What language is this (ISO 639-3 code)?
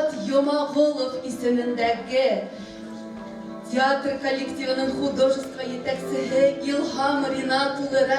bak